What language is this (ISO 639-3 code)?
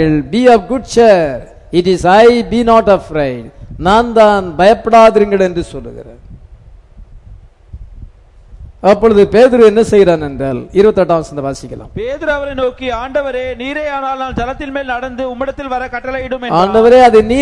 tam